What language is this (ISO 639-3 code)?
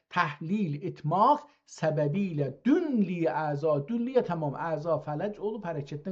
azb